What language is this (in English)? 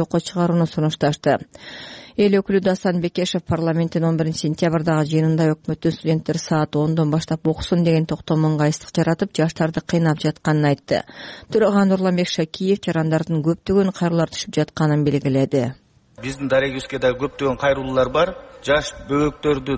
Kyrgyz